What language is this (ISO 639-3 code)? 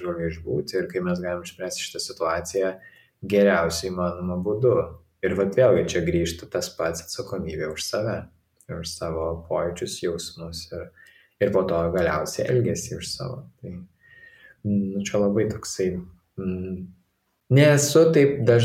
lit